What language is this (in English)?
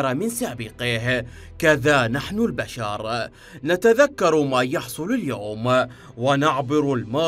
Mesopotamian Arabic